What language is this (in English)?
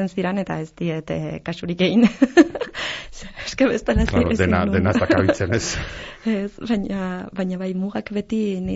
Basque